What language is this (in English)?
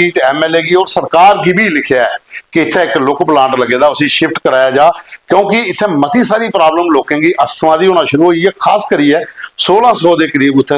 Dogri